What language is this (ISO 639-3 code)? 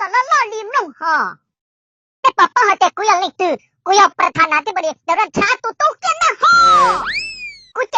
hmn